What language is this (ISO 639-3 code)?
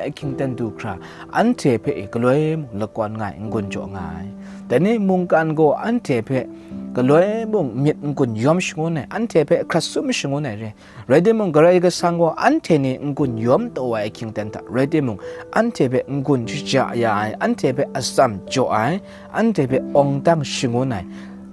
kac